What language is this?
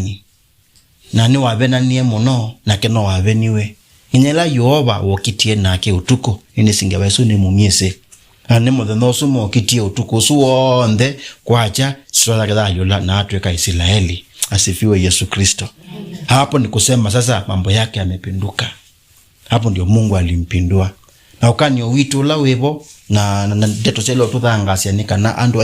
Kamba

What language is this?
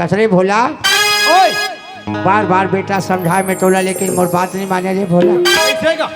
Chhattisgarhi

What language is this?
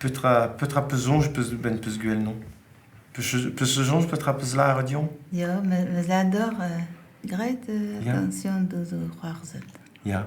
Breton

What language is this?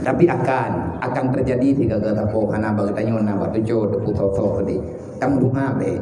Achinese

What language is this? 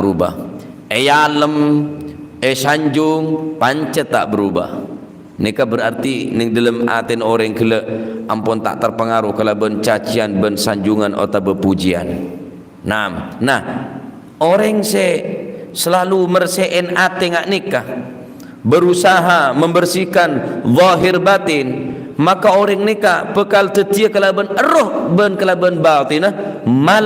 Madurese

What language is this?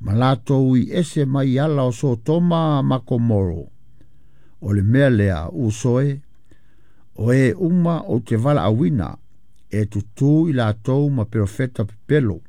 Samoan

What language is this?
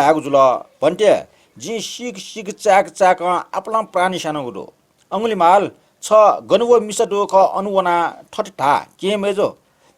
Newari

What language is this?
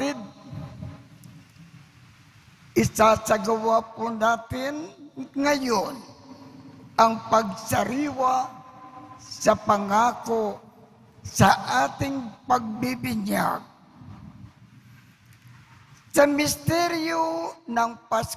Filipino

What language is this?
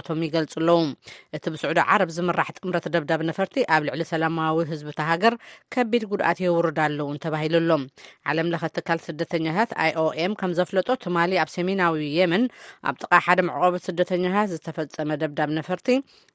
Tigrinya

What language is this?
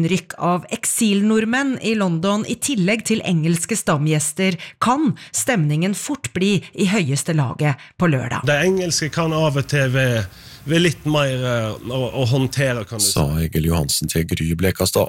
Norwegian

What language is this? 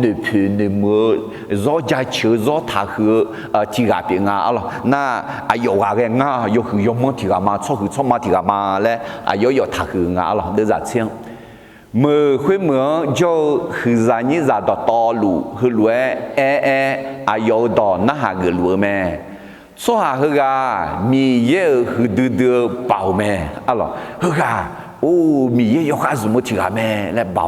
Akha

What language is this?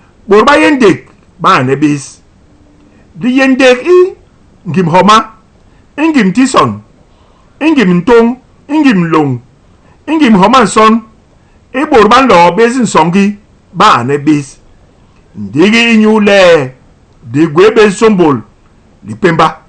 Basaa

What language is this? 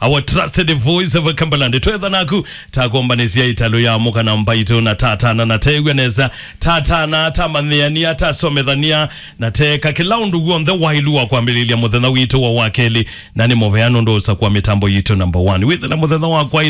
Kamba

